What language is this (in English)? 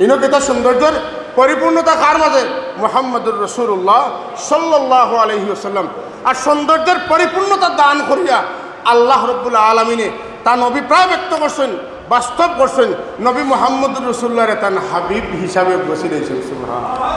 Sylheti